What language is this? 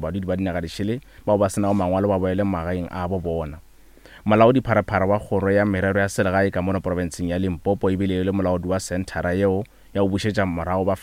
Northern Sotho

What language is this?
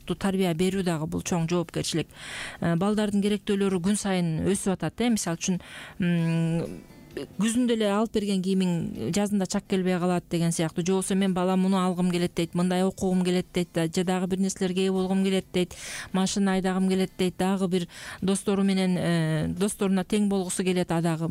Kyrgyz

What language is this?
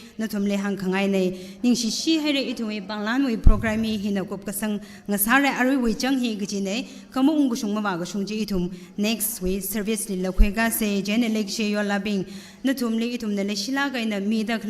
Tangkhul Naga (India)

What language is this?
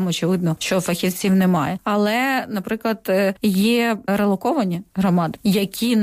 Ukrainian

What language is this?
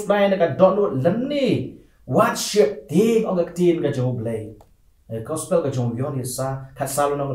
Khasi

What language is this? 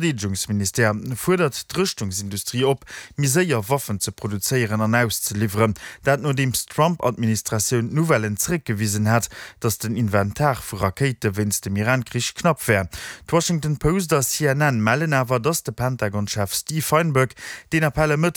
Luxembourgish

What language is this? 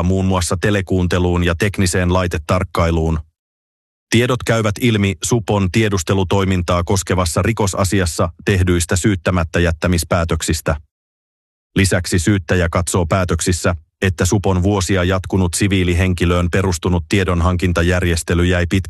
Finnish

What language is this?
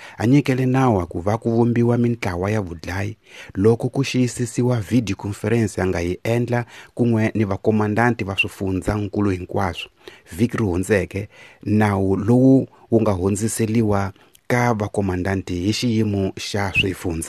Tsonga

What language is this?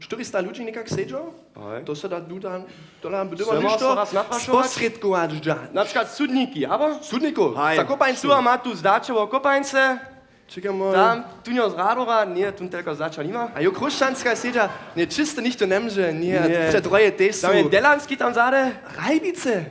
Upper Sorbian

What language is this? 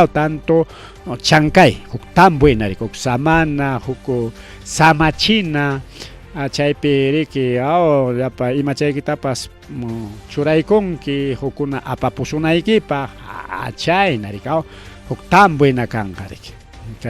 Ayacucho Quechua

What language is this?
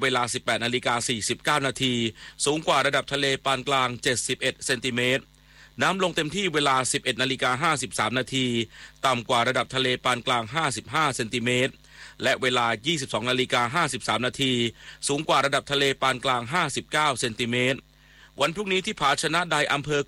Thai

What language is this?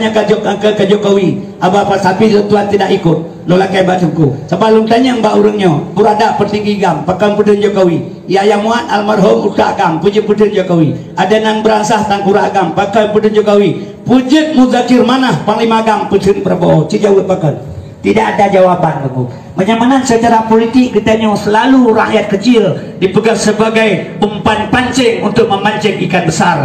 Achinese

